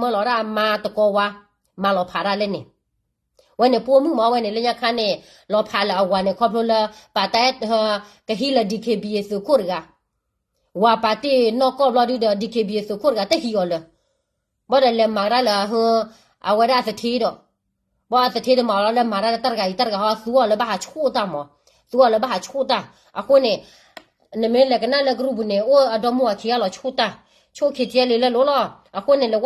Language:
S'gaw Karen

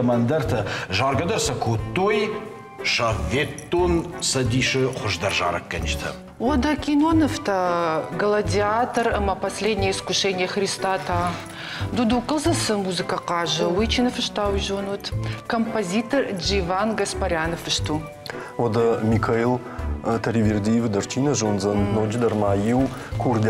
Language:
Ossetic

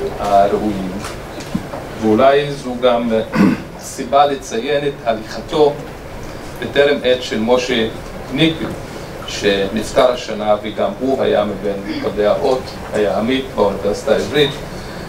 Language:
Hebrew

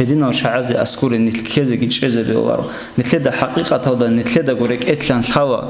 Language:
Avaric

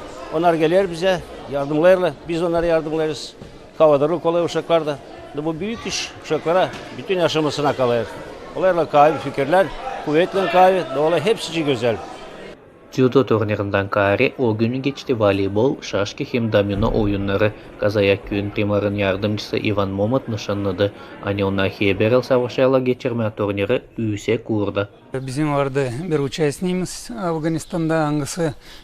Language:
Gagauz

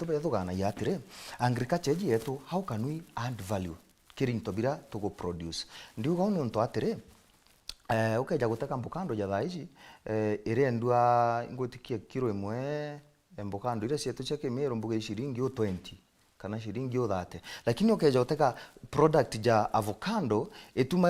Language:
Meru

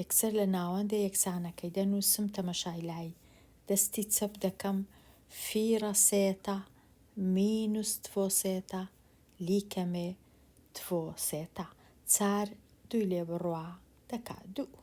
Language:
Central Kurdish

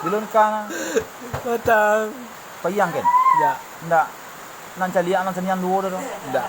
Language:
Minangkabau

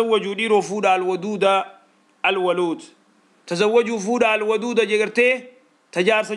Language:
Oromo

